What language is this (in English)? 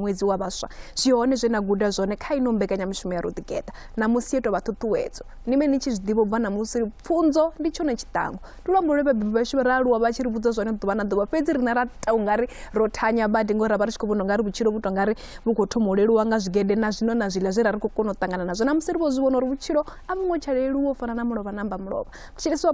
Venda